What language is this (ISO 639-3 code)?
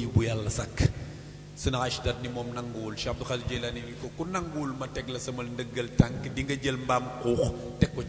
wol